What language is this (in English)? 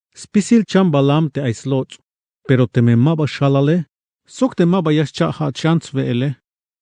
Tzeltal